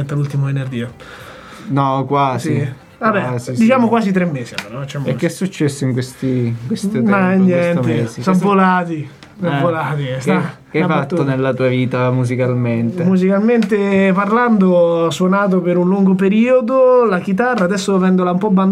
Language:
Italian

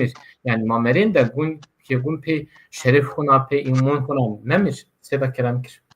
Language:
Zaza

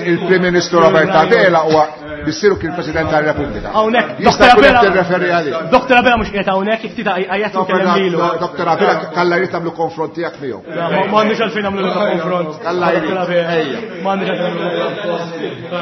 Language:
Maltese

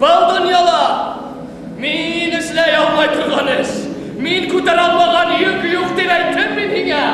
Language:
Bashkir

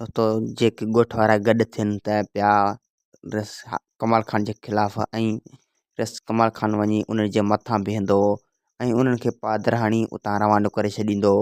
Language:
Sindhi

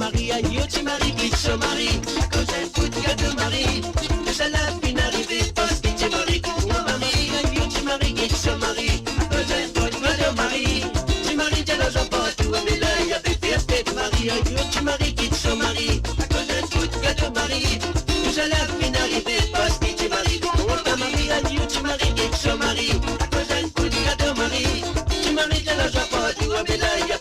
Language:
Morisyen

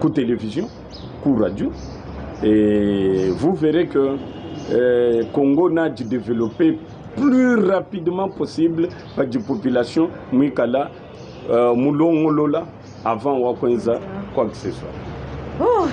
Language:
Luba-Lulua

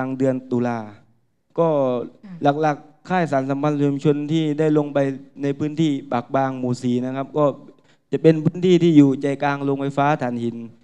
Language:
Thai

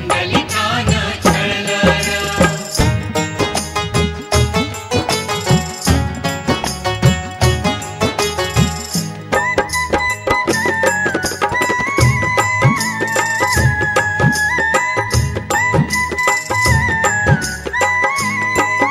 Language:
Marathi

